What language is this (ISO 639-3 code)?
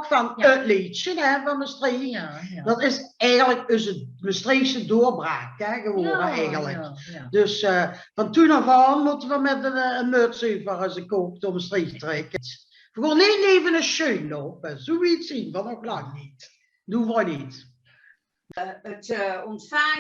lim